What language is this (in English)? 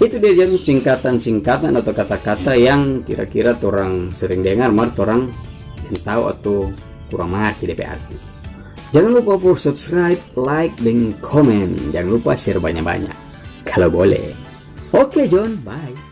Manado Malay